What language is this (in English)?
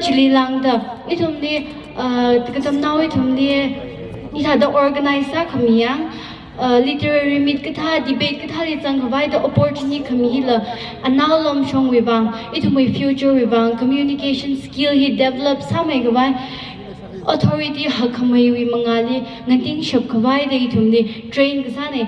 Tangkhul Naga (India)